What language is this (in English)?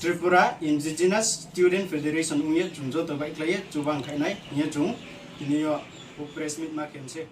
Riang (India)